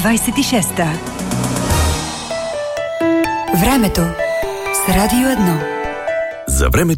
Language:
Bulgarian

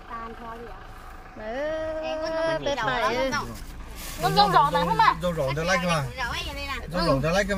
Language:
Vietnamese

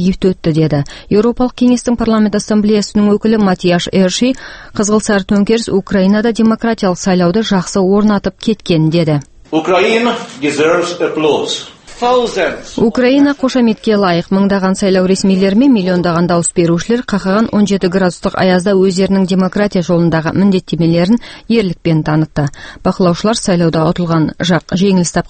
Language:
Kazakh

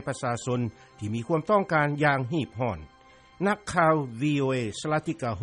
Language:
Lao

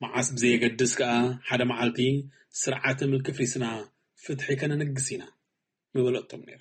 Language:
Tigrinya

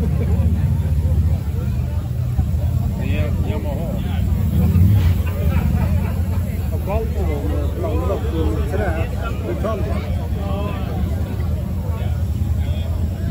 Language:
Swedish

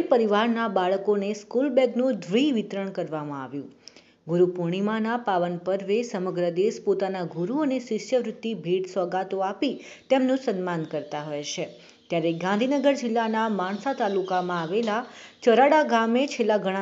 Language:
Gujarati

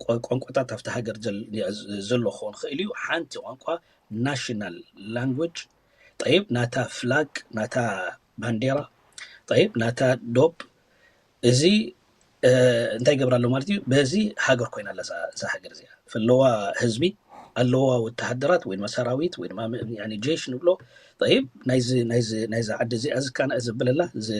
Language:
Tigrinya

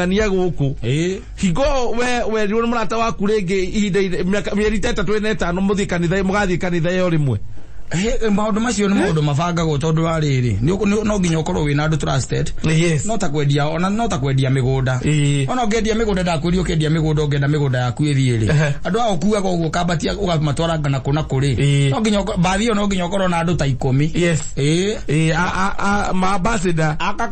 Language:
Kikuyu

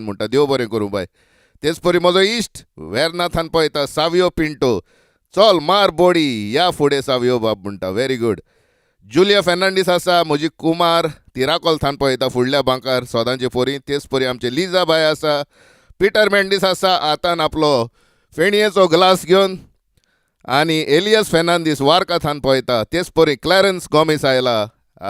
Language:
Konkani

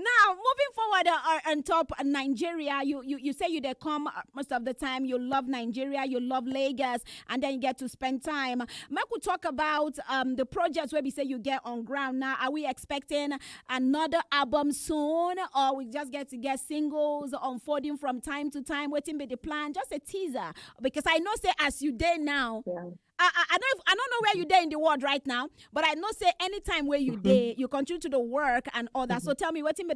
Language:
Nigerian Pidgin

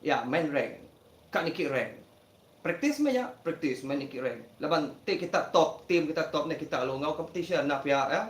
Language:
Iban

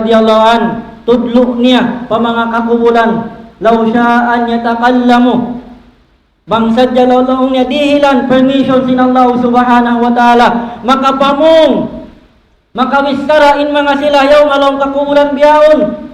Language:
Tausug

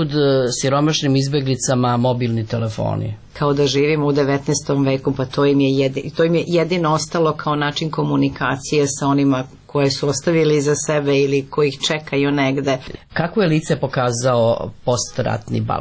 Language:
Serbian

